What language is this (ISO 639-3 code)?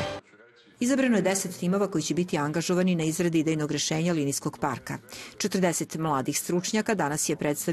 srp